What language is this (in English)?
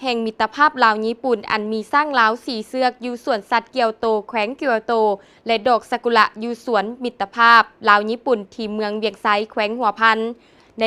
Lao